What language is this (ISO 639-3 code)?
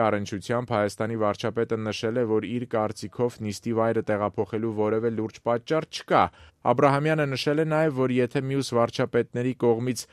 hye